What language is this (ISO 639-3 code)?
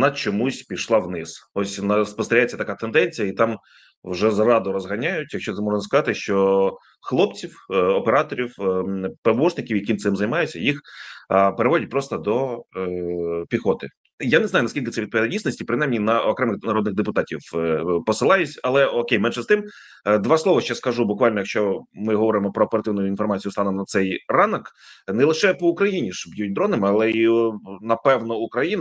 ukr